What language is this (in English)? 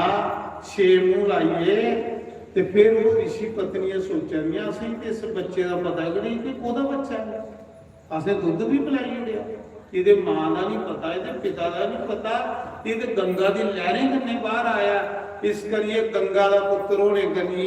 Dogri